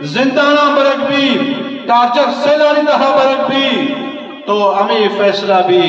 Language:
Eastern Balochi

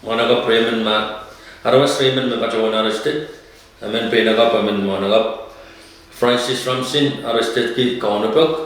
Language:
Pohnpeian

